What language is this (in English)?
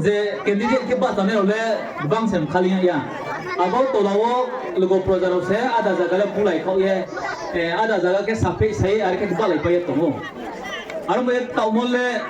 Riang (India)